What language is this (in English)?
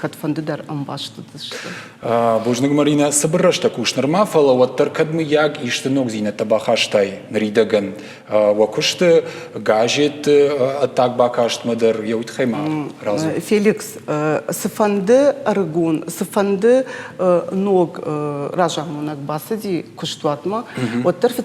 Ossetic